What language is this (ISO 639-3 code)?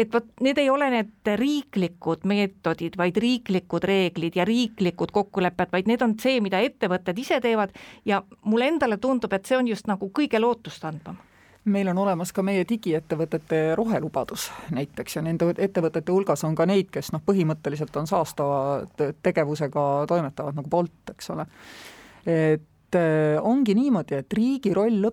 est